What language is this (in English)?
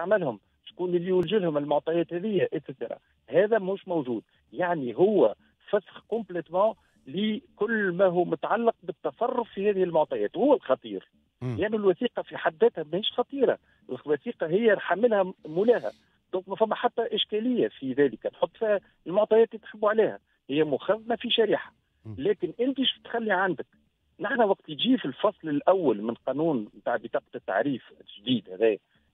Tunisian Arabic